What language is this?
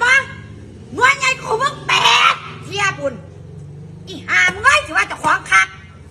Northeastern Thai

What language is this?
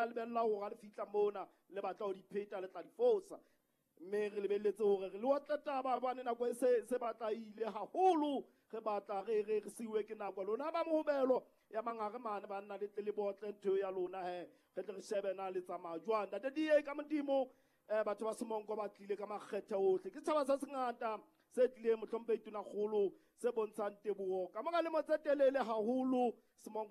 Southern Sotho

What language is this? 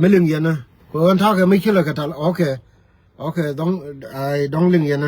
Nuer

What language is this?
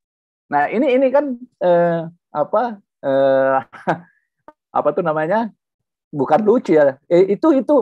Indonesian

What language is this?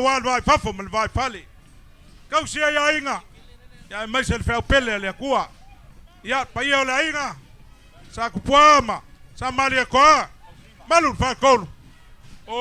Samoan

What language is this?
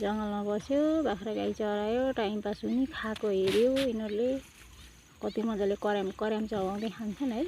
Nepali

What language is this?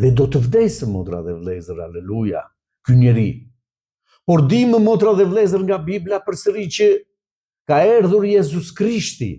Albanian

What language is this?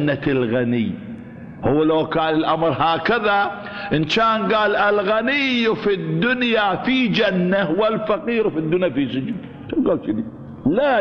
Arabic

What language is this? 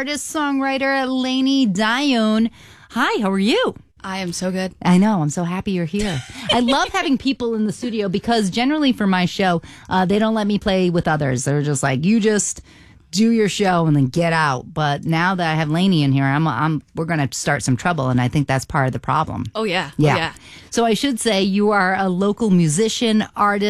English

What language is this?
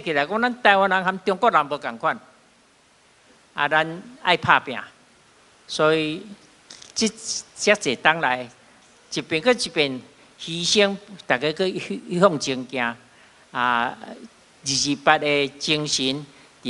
Min Nan Chinese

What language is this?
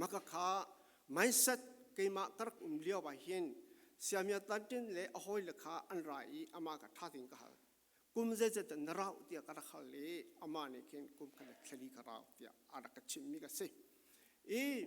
Falam Chin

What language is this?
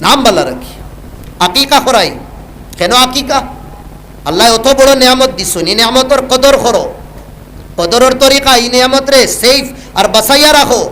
Sylheti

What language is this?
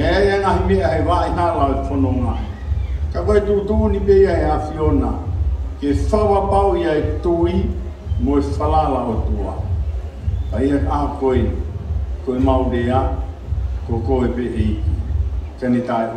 Tongan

